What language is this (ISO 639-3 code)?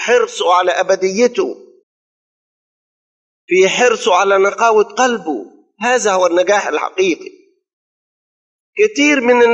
arz